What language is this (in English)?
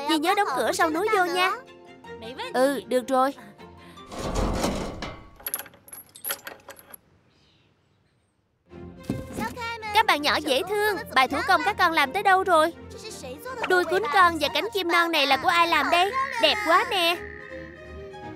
Vietnamese